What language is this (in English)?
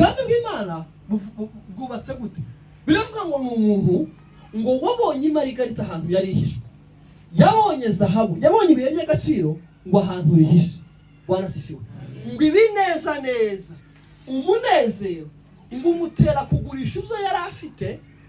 Kinyarwanda